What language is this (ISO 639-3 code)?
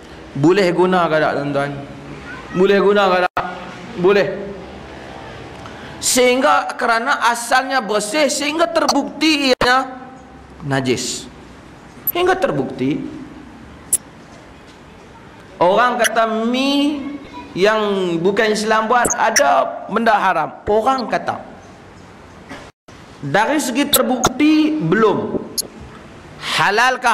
msa